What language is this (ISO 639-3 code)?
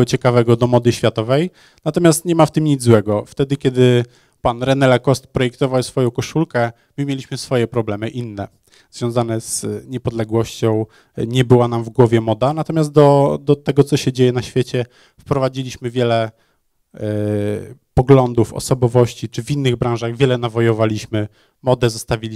pol